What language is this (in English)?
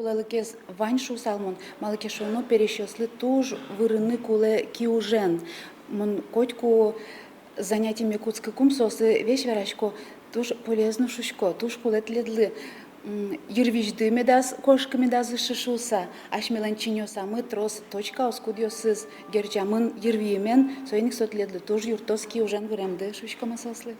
Udmurt